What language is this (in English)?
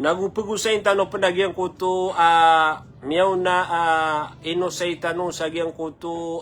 Maranao